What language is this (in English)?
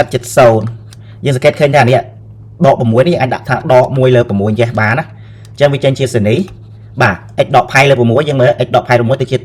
Khmer